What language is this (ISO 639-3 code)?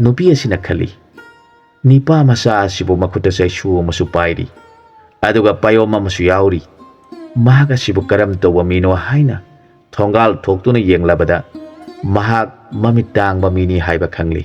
mni